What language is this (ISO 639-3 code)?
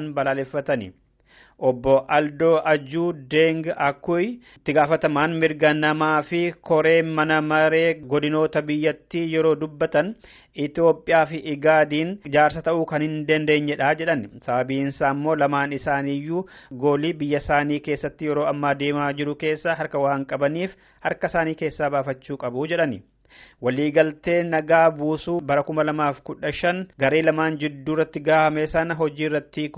orm